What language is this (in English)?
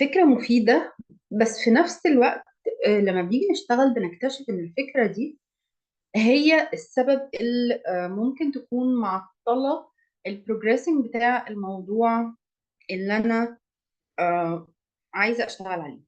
Egyptian Arabic